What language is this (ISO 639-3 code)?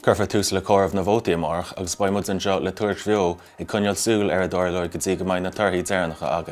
gle